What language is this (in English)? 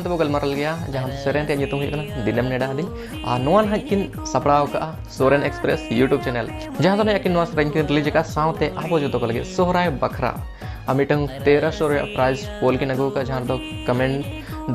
Santali